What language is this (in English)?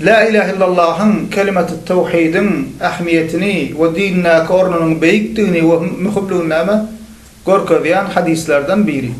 Turkmen